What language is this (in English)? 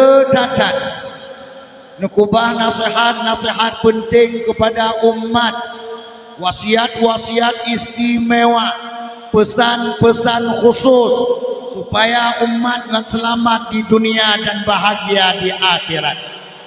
Achinese